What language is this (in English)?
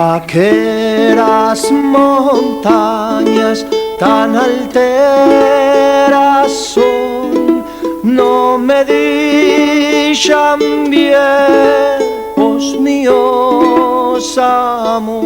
Aragonese